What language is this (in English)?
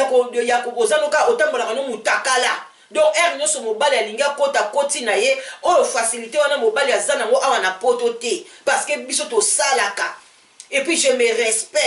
Lingala